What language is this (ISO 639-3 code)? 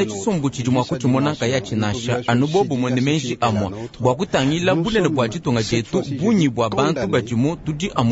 lua